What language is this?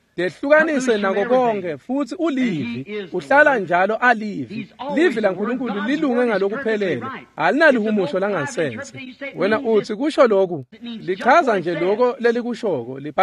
Swati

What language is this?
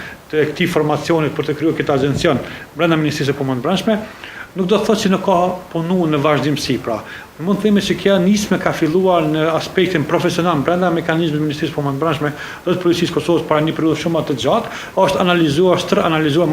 Albanian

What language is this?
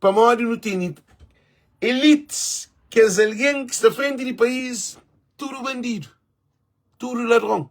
Kabuverdianu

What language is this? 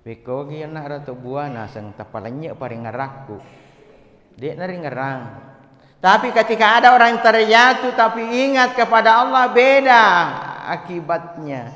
Buginese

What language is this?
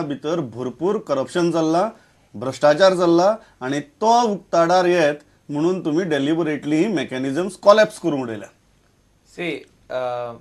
Konkani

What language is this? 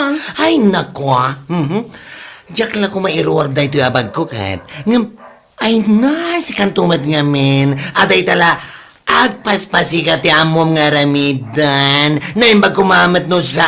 Iloko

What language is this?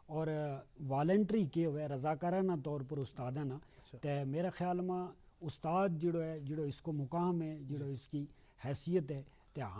Gujari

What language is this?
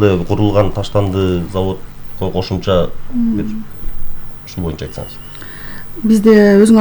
Kyrgyz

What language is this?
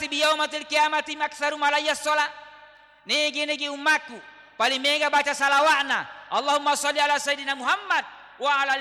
Buginese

